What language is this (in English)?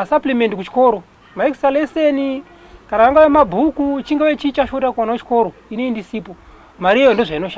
Shona